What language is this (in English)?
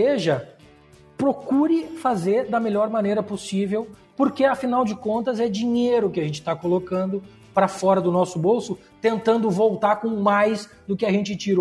Portuguese